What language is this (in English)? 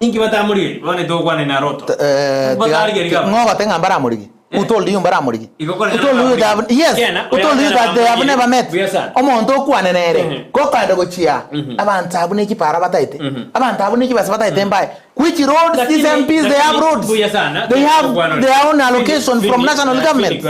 Gusii